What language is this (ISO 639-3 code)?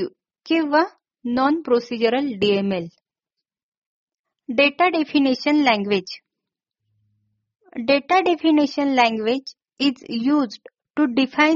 mar